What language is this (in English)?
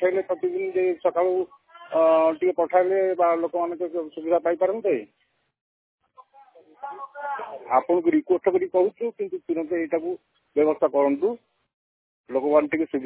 Odia